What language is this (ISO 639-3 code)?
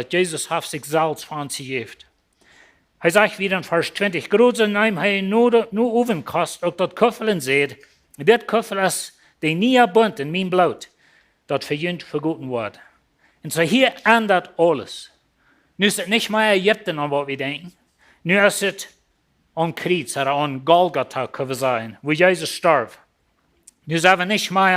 pdt